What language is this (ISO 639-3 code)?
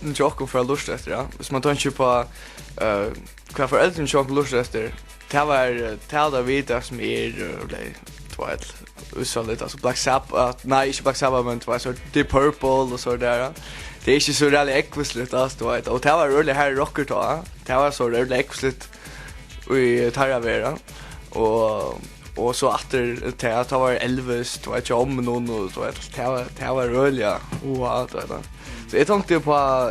fao